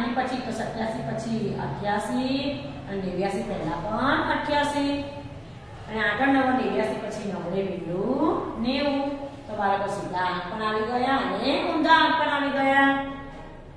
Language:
Gujarati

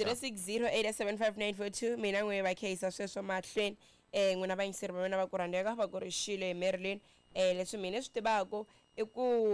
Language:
Tsonga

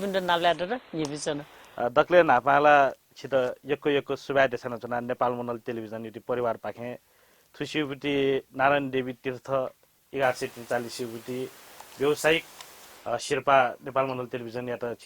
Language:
Newari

